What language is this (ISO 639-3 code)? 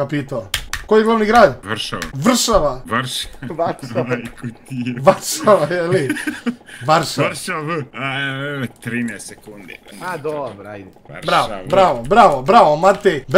hrv